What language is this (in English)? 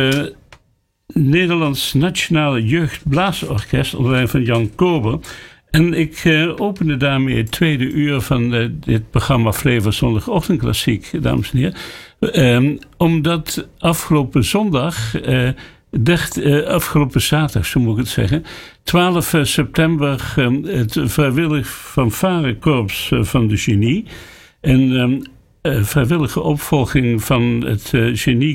Dutch